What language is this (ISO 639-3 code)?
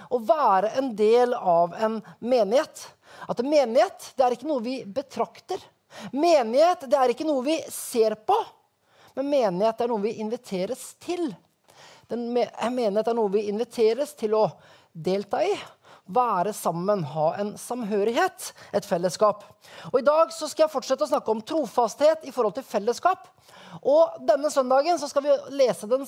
nor